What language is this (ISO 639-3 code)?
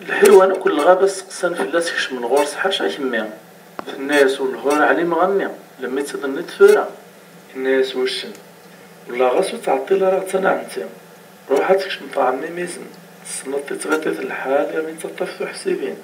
kab